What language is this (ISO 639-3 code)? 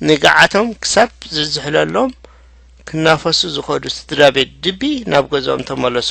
tir